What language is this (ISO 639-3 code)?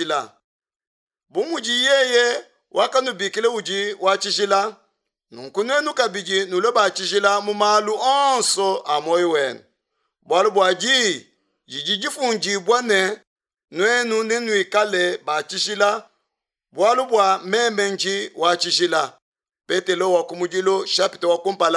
lua